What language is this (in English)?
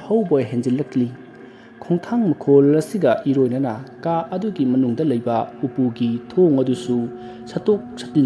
Manipuri